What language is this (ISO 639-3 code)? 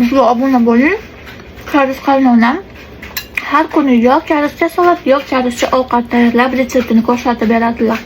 uzb